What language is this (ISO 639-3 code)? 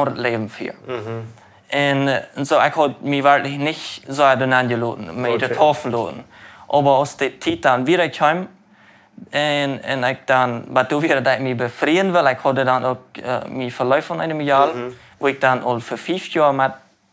pdt